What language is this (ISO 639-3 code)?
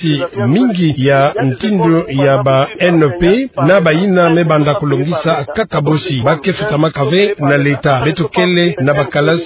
ktu